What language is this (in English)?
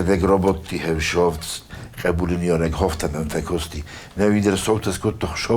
Ossetic